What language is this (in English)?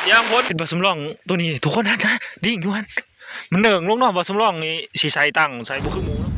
Northeastern Thai